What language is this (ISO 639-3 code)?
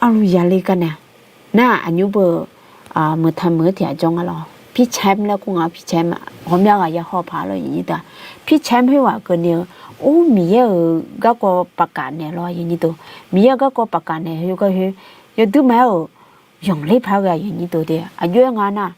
ahk